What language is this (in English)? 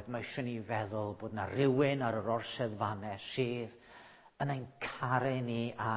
Welsh